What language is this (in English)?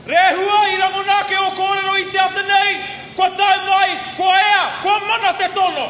Māori